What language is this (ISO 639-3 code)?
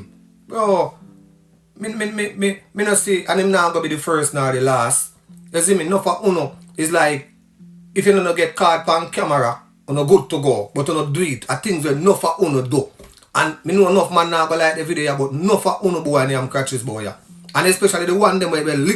jam